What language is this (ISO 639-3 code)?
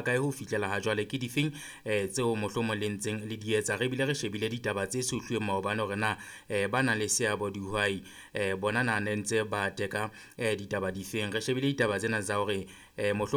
sot